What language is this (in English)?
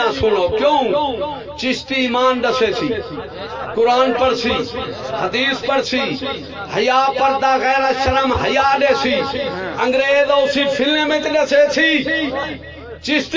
Saraiki